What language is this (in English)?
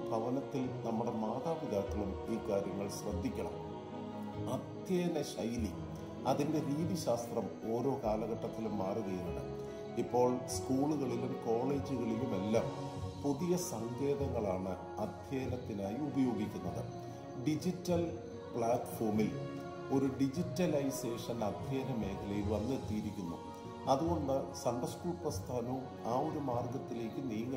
Malayalam